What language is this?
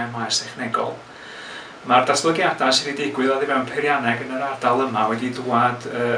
Welsh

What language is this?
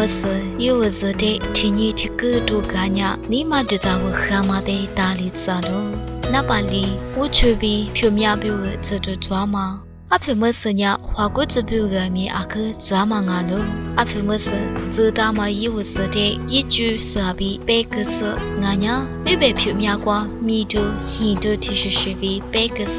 Lisu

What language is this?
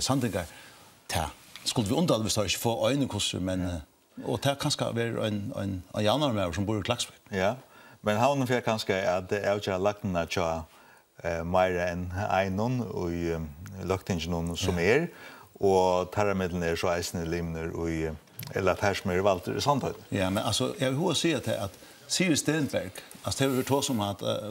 Faroese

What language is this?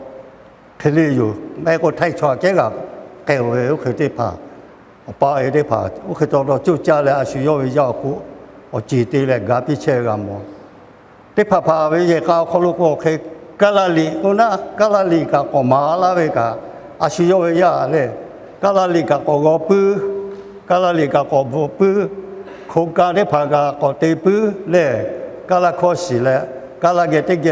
Lahu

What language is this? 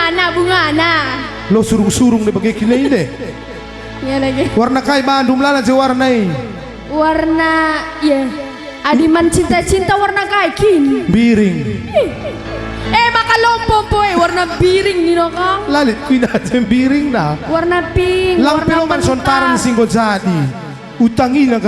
Batak Karo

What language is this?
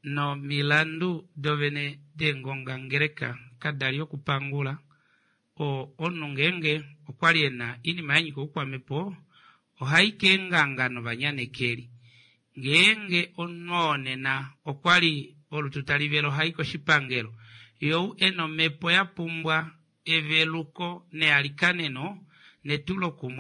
Kuanyama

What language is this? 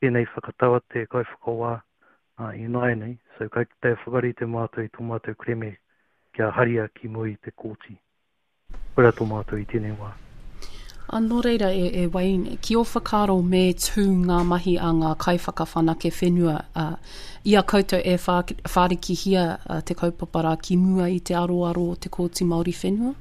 Māori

